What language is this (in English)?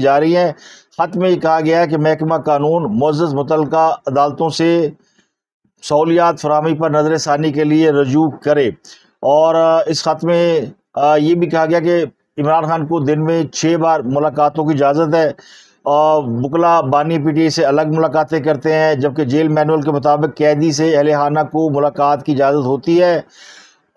Urdu